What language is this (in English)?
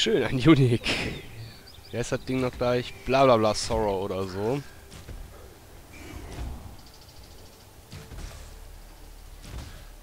German